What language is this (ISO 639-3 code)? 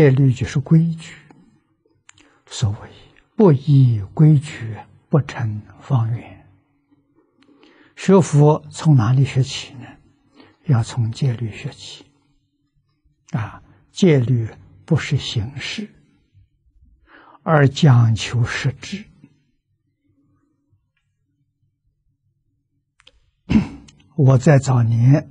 zho